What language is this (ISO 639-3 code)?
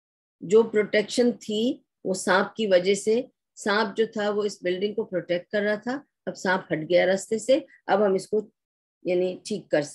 urd